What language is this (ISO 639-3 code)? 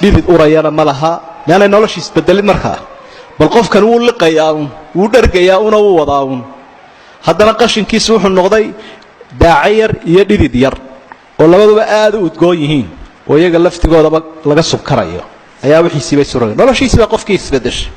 som